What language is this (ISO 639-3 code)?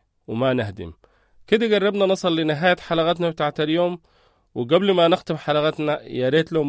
apd